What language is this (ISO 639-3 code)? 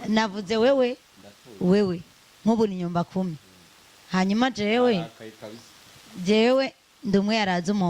run